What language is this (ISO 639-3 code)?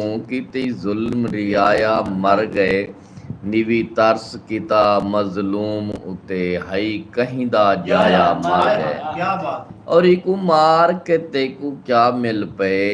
skr